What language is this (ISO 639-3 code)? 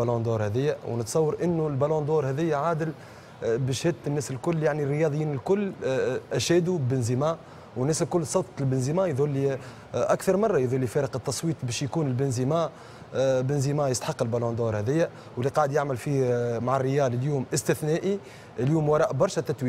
aeb